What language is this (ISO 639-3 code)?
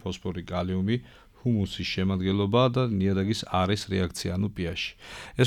kat